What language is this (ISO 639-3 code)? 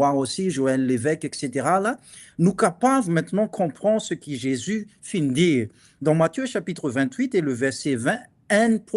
mfe